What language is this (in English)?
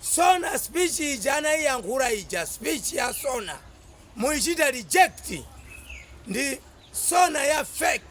Nyanja